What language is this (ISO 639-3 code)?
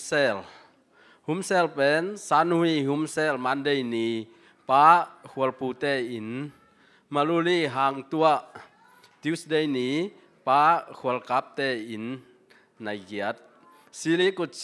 ctd